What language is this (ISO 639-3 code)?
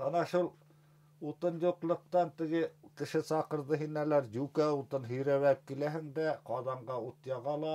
bak